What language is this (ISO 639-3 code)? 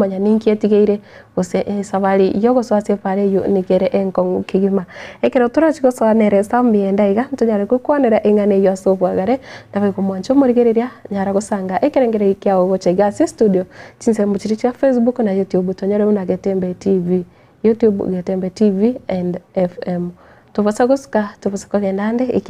guz